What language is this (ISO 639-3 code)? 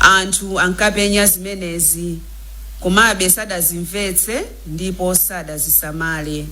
nya